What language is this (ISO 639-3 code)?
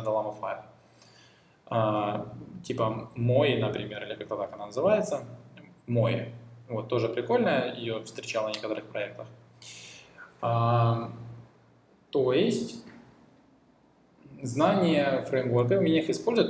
rus